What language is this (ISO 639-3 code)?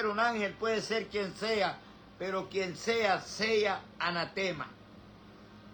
spa